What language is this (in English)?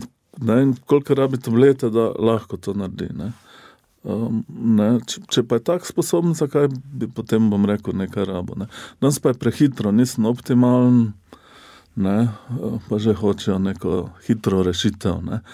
Slovenian